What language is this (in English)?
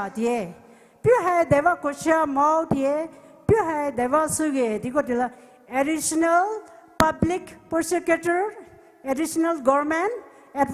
Poumei Naga